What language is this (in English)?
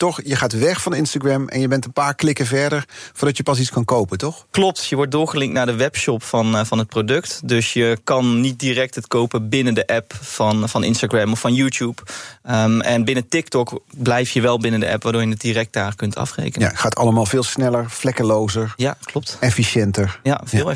Dutch